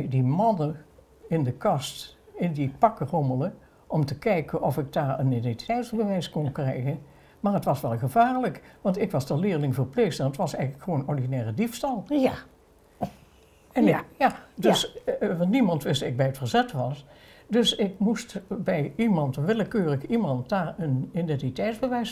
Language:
Dutch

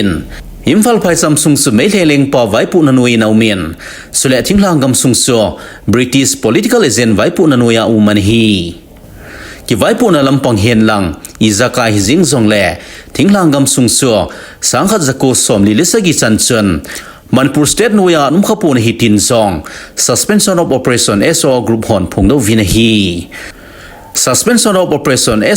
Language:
Thado Chin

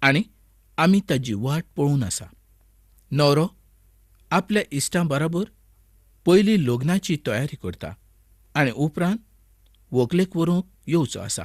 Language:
Konkani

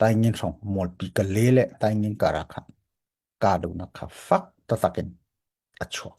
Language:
Hakha Chin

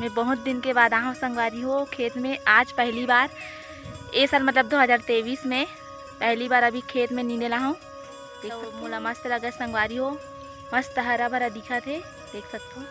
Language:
Chhattisgarhi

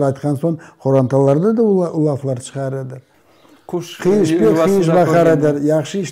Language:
Crimean Tatar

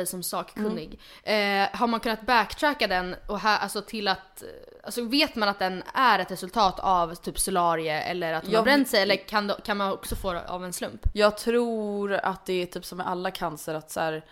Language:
Swedish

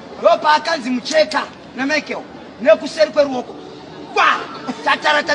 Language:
Shona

